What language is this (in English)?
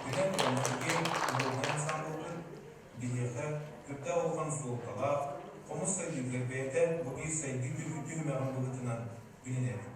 Yakut